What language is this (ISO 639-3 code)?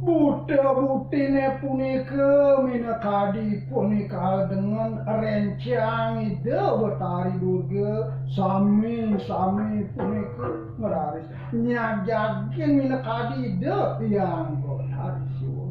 ban